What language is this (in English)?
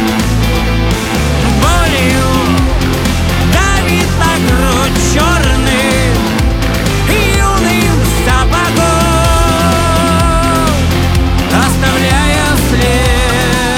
Russian